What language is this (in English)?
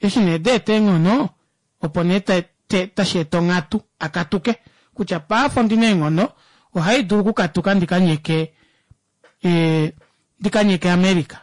Kuanyama